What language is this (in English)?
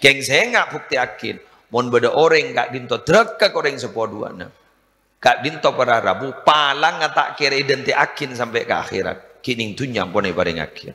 Madurese